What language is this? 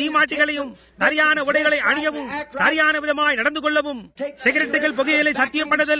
Tamil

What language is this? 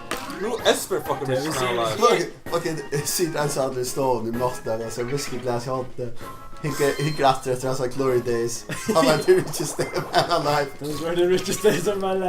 Faroese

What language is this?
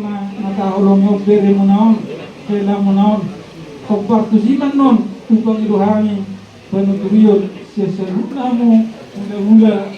Batak Toba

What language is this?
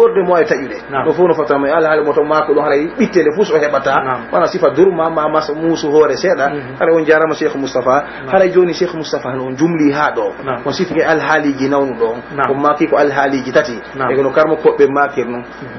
Pular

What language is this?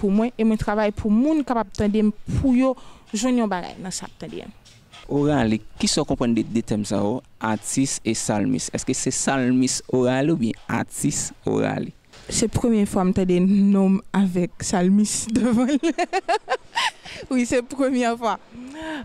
Haitian Creole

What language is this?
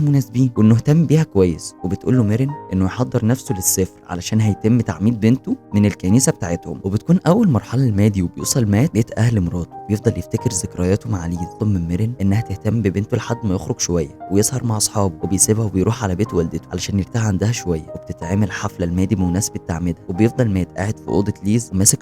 Egyptian Arabic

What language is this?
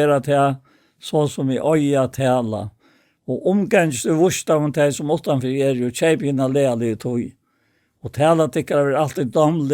Faroese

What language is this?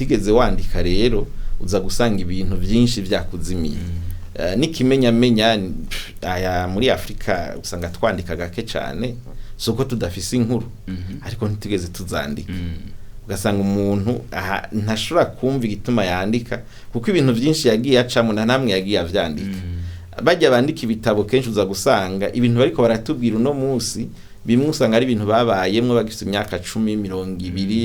Rundi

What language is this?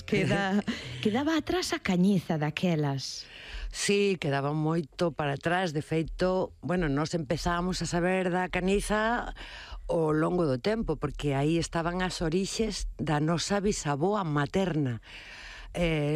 Galician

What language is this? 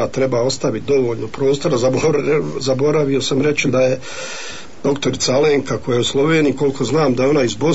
Bosnian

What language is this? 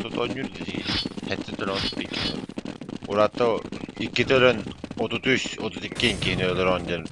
Yakut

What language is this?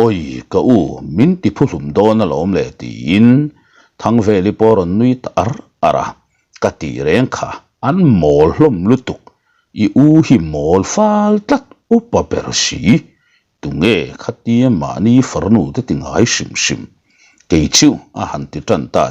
Mizo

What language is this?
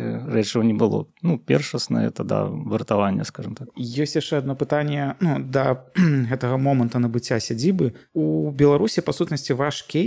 Belarusian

